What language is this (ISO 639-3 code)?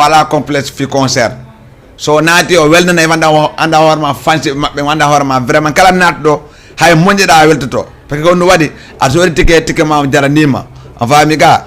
ful